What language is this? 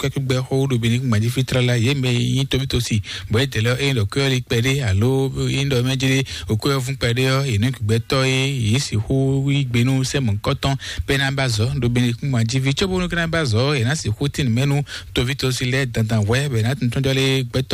Fon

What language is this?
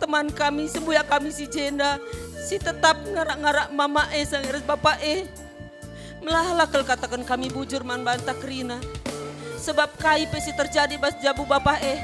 Batak Karo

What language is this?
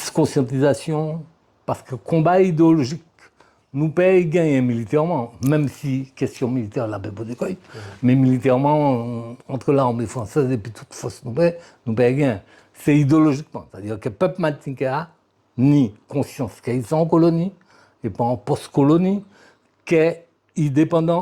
Guadeloupean Creole French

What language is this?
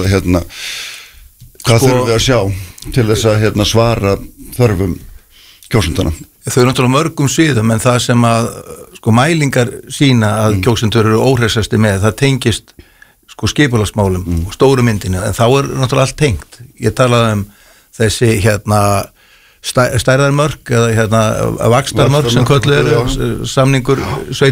Icelandic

